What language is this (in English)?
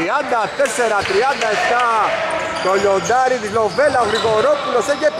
Greek